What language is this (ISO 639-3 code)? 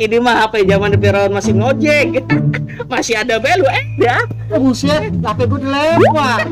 bew